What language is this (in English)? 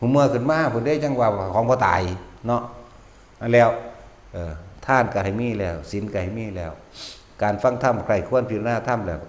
Lao